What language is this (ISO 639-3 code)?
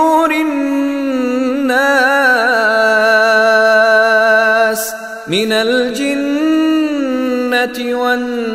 ara